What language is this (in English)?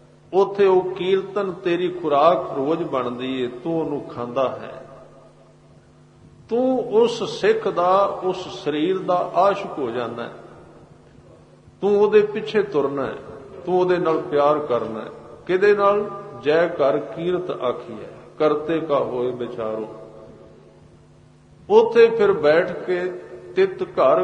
Punjabi